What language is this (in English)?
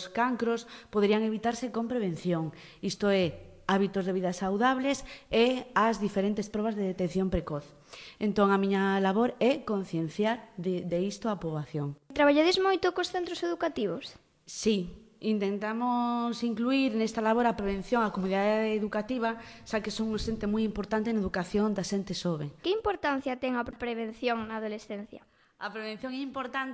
Galician